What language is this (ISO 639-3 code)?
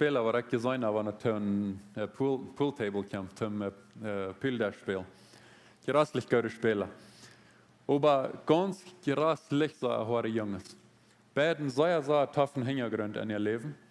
pdt